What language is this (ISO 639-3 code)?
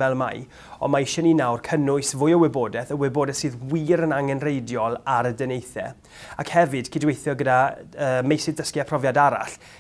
cym